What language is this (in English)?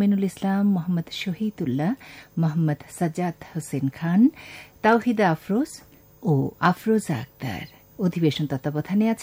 Bangla